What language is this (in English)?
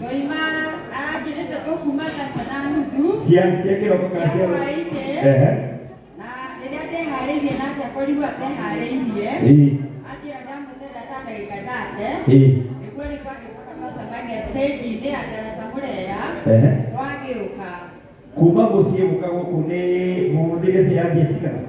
Kikuyu